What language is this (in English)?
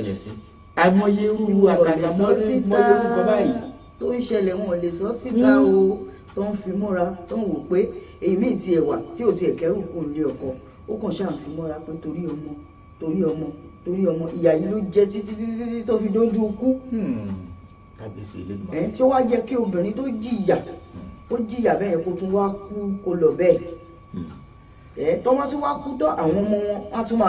Yoruba